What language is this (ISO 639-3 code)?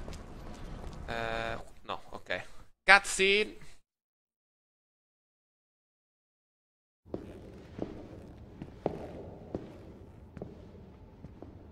ita